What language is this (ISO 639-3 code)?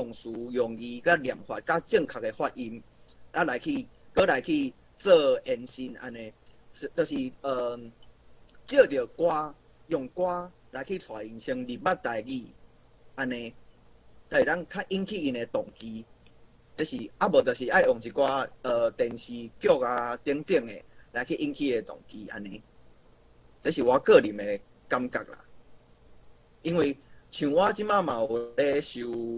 nan